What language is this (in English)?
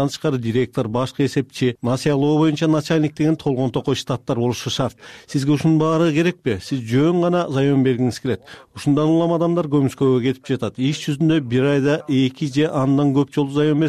Kyrgyz